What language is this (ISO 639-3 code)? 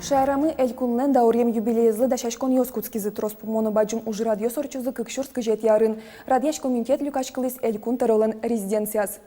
udm